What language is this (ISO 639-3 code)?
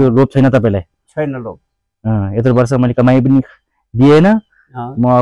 nep